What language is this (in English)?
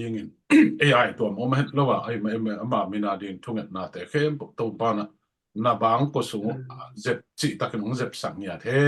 Tedim Chin